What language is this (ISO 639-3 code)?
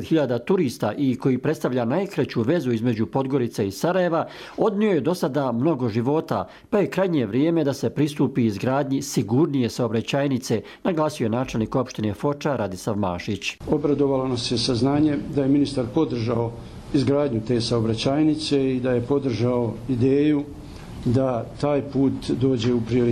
hrv